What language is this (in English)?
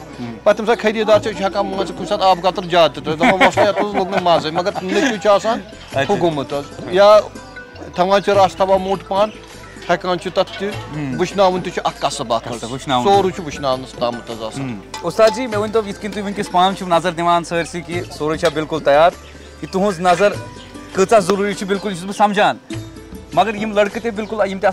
Kashmiri